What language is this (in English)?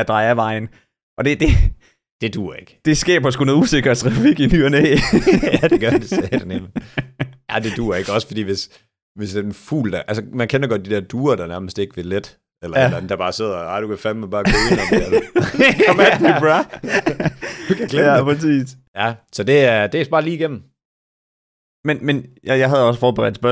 Danish